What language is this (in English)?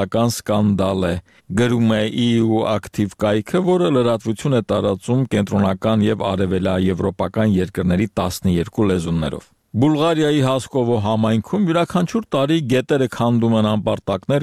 Armenian